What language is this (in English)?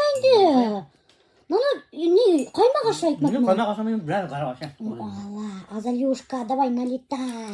Bashkir